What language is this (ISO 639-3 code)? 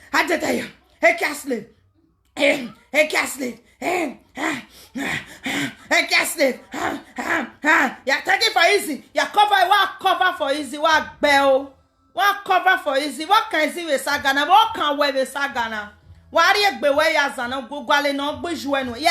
pcm